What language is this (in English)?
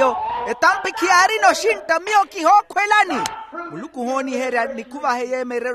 Makhuwa